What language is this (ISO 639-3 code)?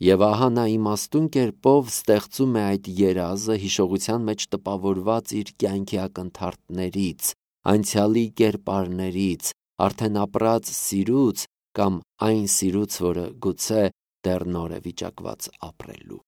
hye